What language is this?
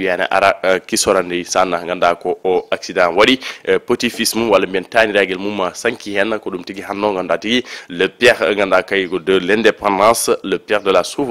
Fula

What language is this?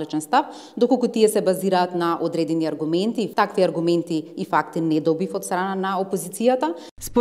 Macedonian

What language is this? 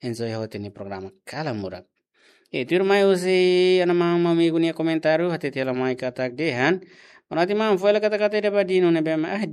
Tetum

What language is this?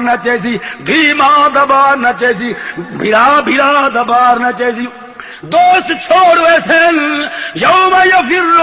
Saraiki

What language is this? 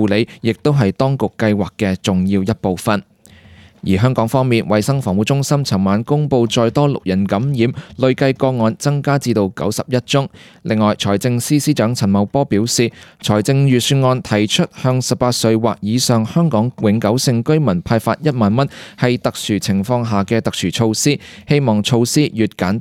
Cantonese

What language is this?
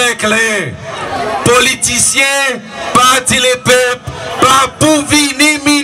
Seselwa Creole French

